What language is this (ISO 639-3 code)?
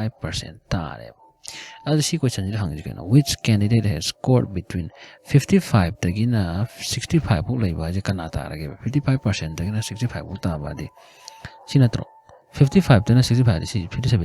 mni